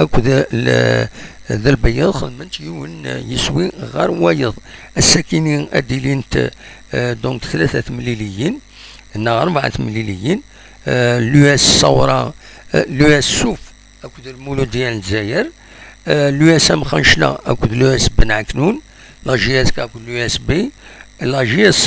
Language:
Kabyle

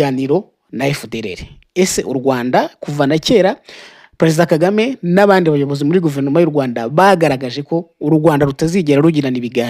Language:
Kinyarwanda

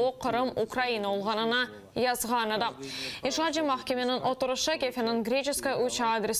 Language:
Crimean Tatar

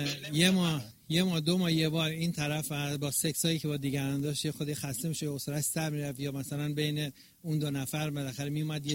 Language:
Persian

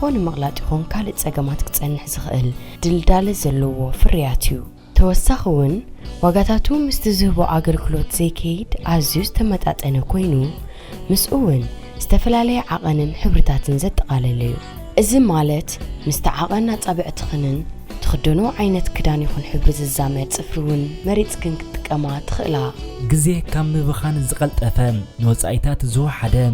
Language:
Tigrinya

